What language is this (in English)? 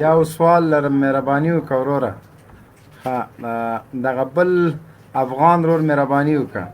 Pashto